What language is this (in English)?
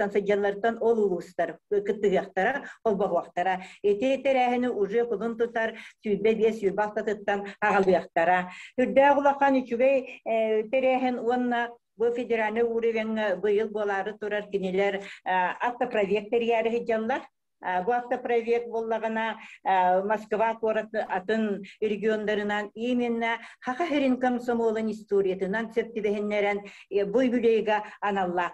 Yakut